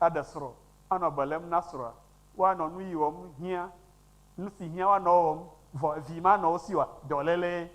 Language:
Ewe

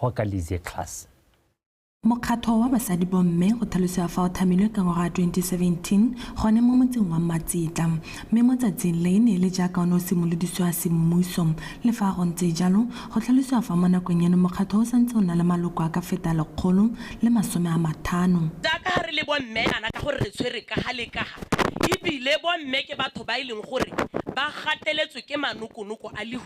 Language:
Tswana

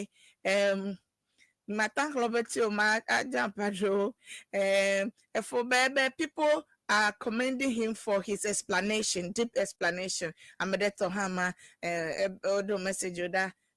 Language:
Ewe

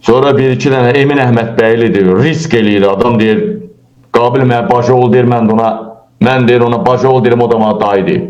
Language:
Azerbaijani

